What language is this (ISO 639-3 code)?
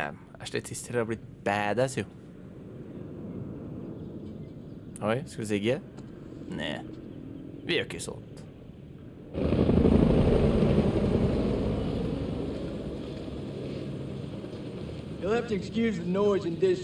nor